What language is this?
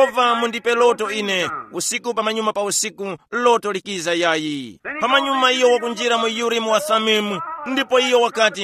Tumbuka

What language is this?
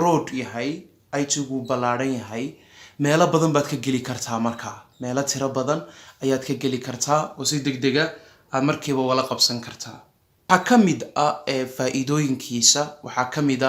Somali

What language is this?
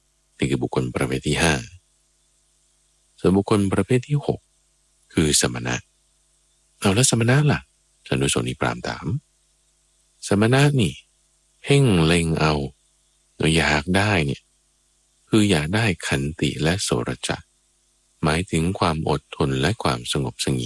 Thai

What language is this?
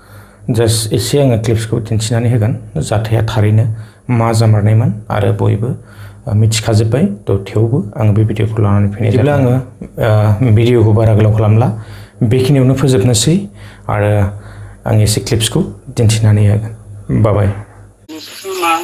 Bodo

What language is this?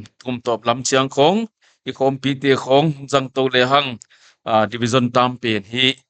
Paite Chin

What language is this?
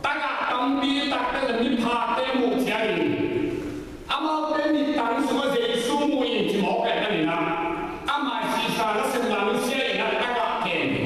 Tedim Chin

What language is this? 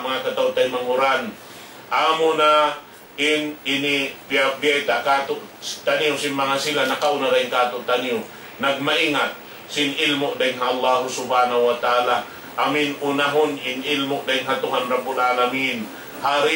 Tausug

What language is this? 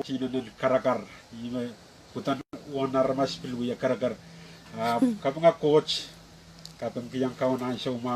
Pohnpeian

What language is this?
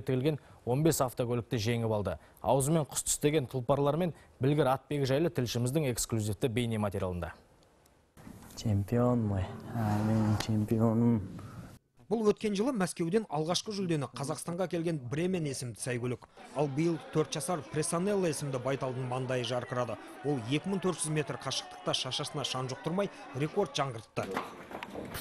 Kazakh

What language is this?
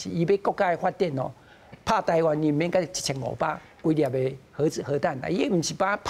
Min Nan Chinese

